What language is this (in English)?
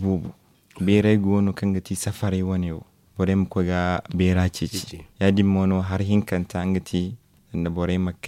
Zarma